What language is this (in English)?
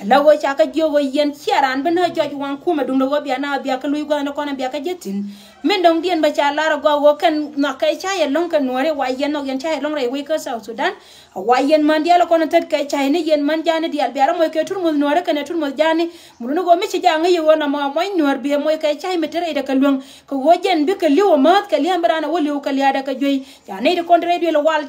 Nuer